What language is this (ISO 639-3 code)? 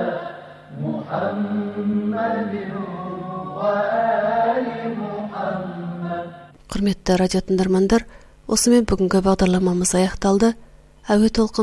kaz